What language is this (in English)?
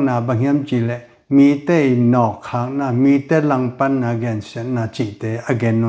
Tedim Chin